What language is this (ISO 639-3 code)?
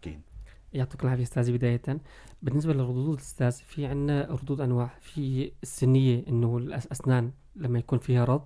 apc